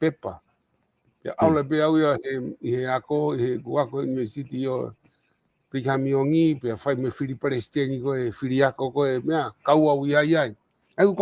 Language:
Tongan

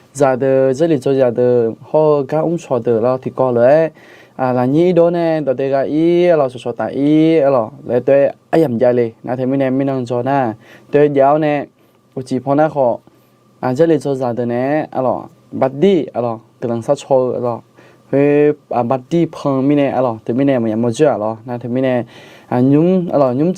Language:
Akha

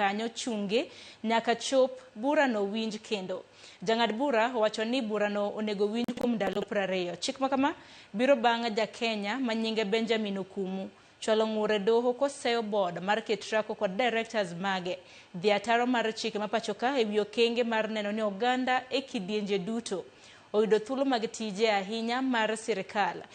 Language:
Luo (Kenya and Tanzania)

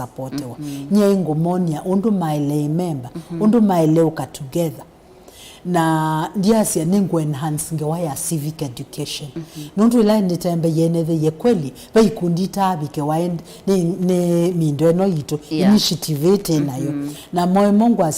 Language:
Kamba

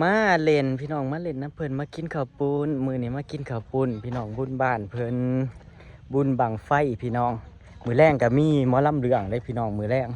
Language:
Northeastern Thai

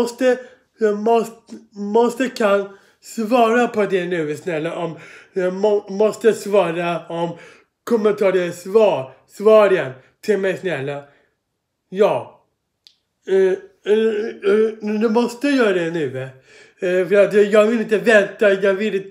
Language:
Swedish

